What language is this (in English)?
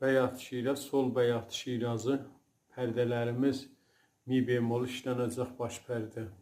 South Azerbaijani